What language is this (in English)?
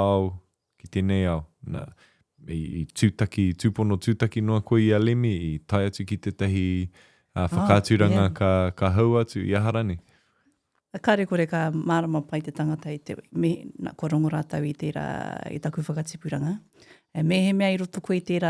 Māori